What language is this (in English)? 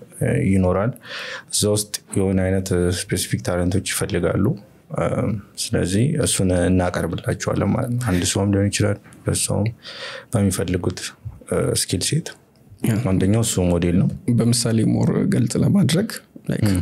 Amharic